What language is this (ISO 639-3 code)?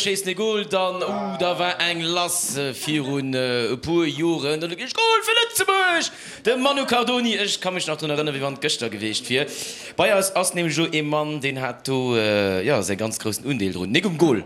ltz